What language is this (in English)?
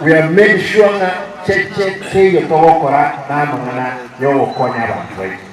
Gusii